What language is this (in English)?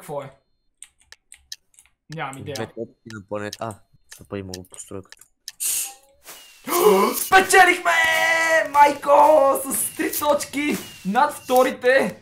Bulgarian